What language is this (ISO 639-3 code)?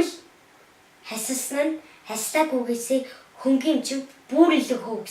mon